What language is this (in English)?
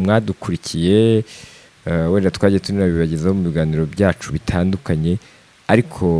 Kinyarwanda